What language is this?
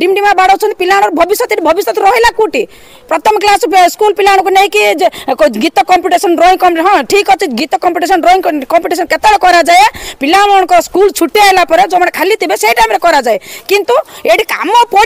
Odia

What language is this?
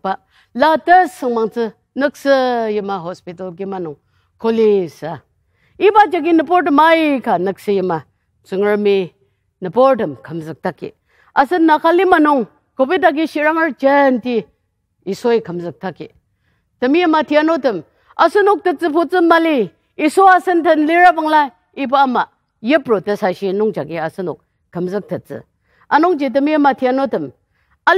Ao Naga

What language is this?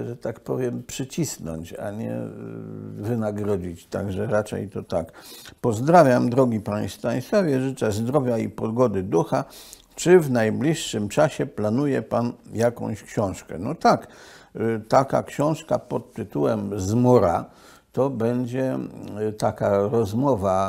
Polish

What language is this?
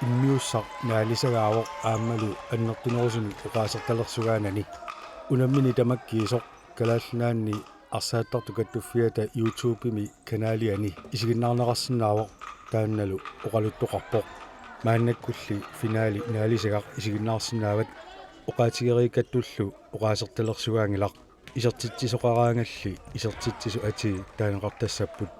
Kalaallisut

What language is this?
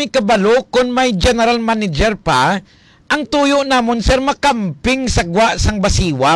Hiligaynon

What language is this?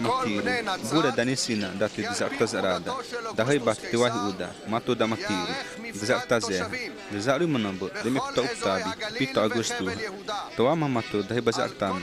Xavánte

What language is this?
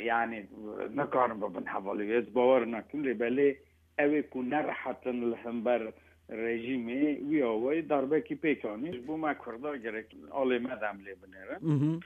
Kurdish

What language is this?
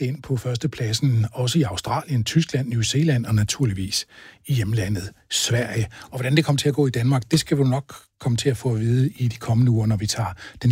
Danish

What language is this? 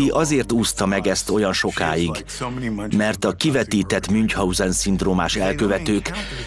Hungarian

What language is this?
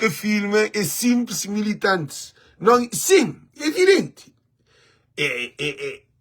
Kabuverdianu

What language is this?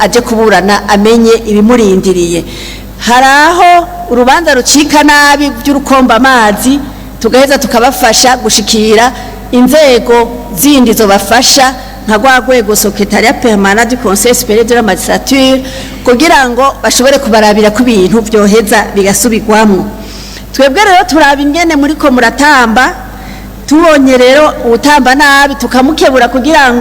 Rundi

